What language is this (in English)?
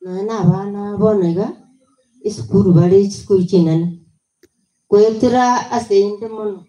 Gusii